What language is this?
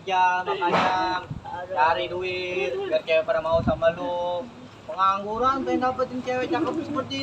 Betawi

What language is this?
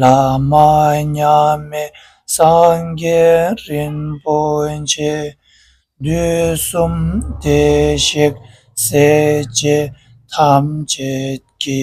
Tibetan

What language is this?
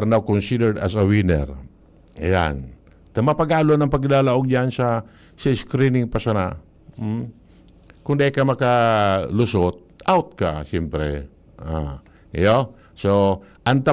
Bikol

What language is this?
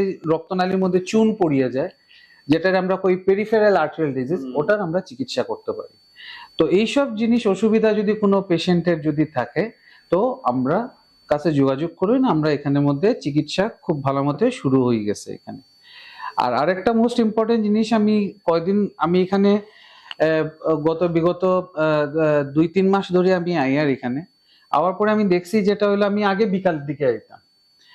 Sylheti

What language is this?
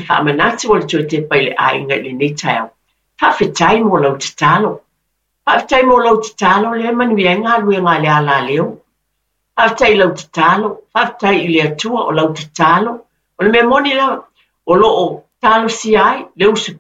Samoan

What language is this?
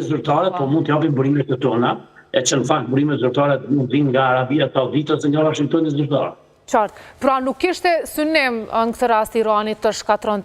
Albanian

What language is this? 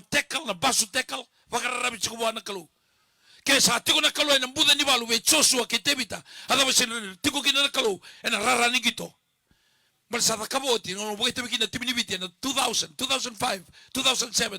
Fijian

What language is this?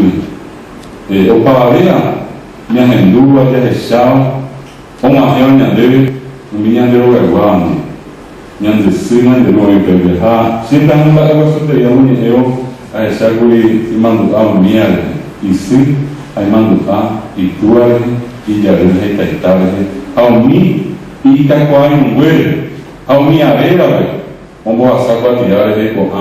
Guarani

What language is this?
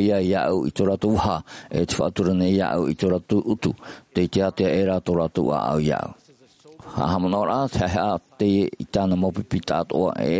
Tahitian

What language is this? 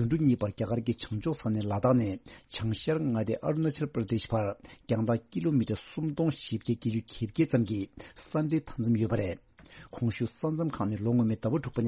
Tibetan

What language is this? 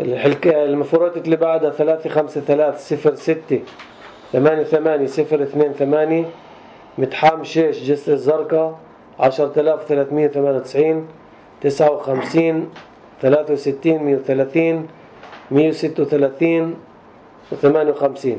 North Levantine Arabic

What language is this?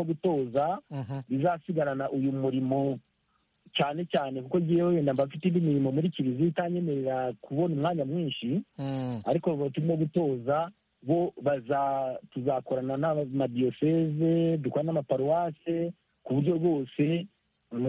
Kinyarwanda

